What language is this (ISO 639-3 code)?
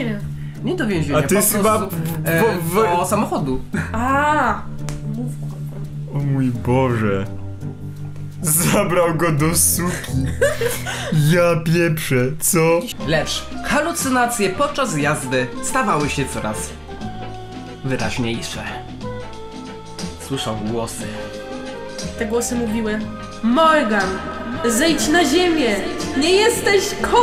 pol